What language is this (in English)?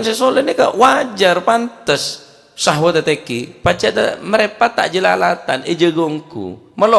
Madurese